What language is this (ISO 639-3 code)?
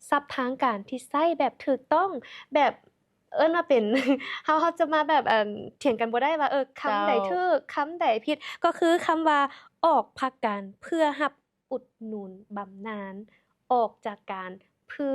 lao